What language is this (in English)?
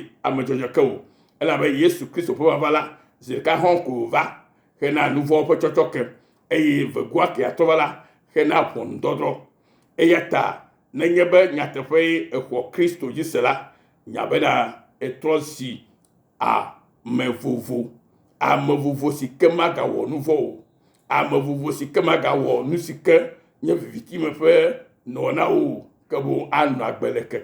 Ewe